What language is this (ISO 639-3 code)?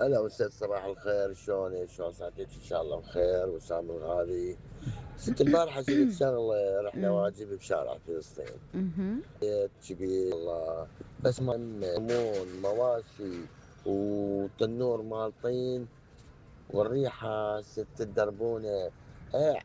acm